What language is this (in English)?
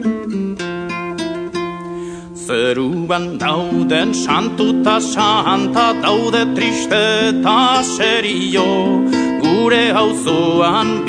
Basque